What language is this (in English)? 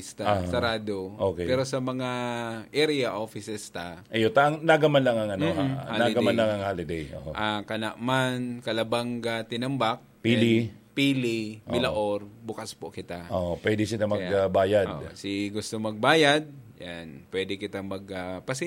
Bikol